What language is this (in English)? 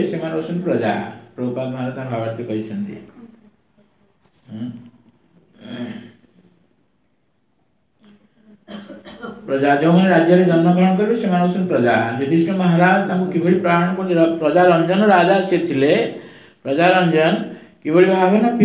Odia